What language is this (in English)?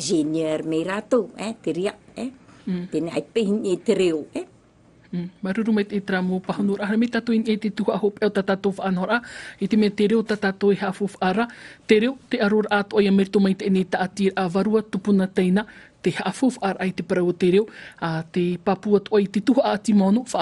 Tahitian